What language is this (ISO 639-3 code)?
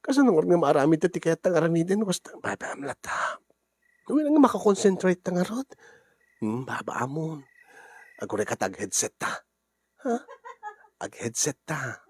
ilo